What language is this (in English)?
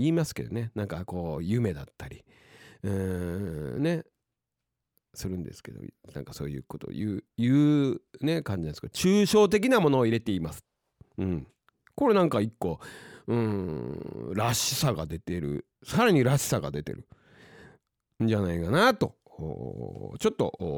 Japanese